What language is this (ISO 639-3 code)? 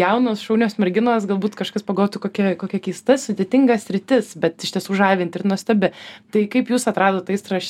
lit